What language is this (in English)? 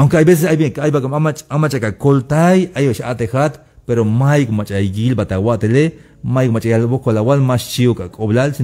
Tzeltal